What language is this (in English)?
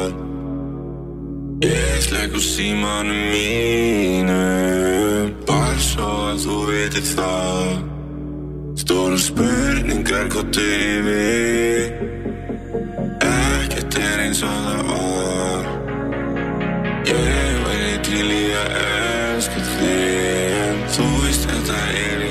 Icelandic